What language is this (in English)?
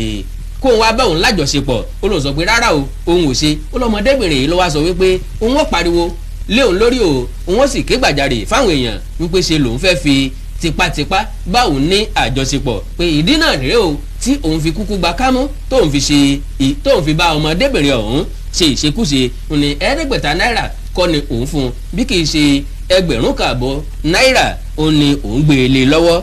Yoruba